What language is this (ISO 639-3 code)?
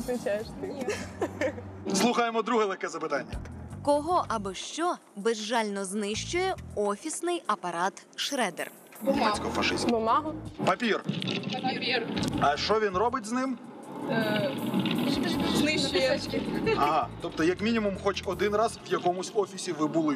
ukr